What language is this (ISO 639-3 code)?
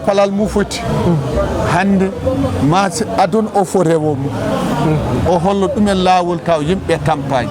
ful